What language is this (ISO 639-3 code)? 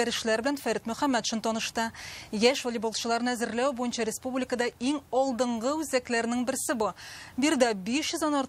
tat